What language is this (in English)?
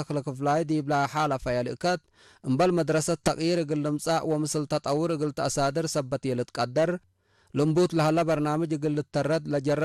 Tigre